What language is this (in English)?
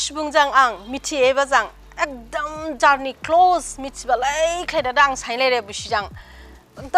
Dimasa